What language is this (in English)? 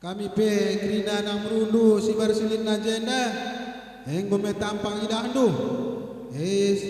Batak Karo